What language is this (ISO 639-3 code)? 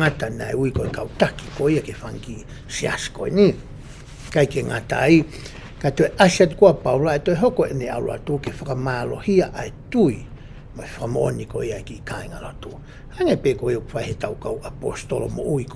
ton